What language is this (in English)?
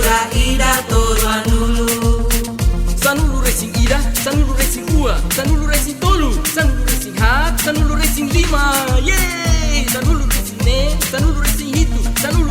Tetum